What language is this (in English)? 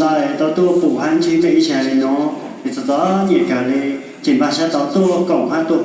Hmong